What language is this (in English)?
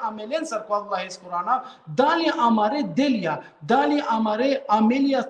Balkan Romani